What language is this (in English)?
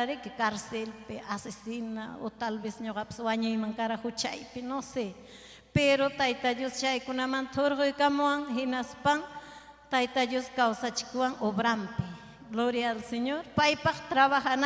Ayacucho Quechua